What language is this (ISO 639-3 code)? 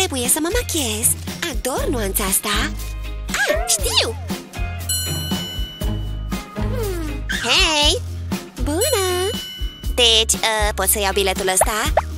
ron